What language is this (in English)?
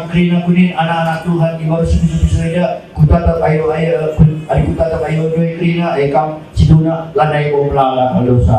Batak Karo